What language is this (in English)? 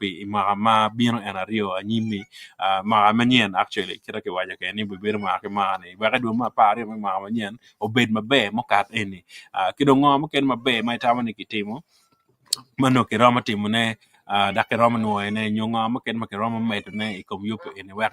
Acoli